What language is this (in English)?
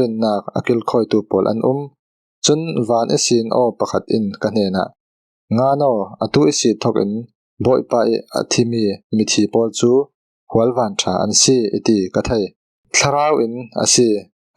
Falam Chin